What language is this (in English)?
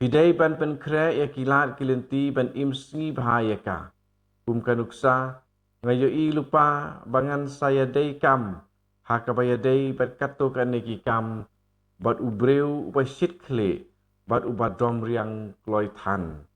Khasi